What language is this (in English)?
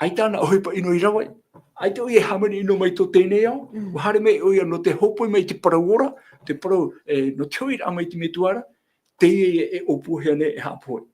Tahitian